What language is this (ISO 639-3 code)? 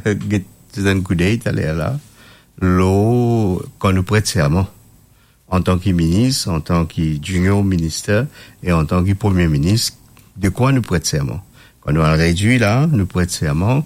mfe